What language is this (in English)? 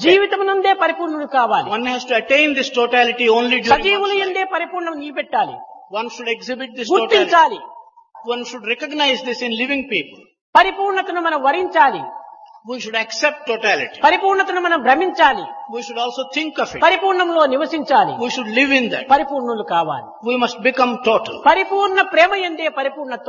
Telugu